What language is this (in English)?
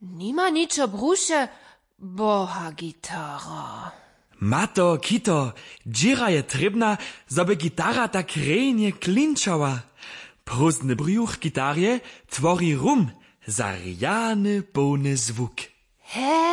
Upper Sorbian